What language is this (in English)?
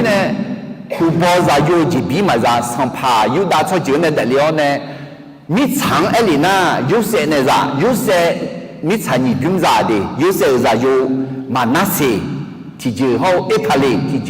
Akha